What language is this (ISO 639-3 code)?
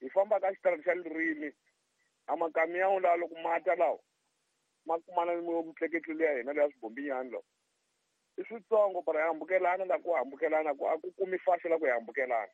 tso